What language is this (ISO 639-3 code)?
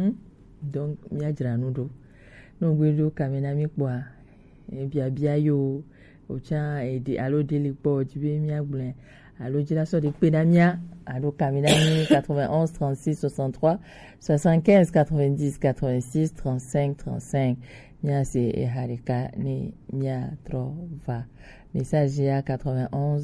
gej